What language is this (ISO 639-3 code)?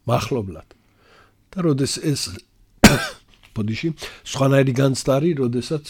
kat